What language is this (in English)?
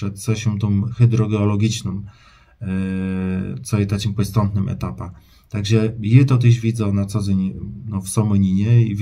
Kashubian